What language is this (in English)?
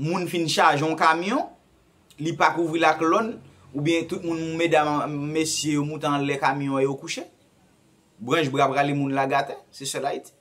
Haitian Creole